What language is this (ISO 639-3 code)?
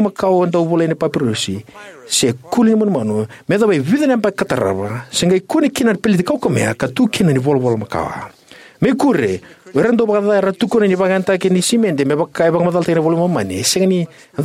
fij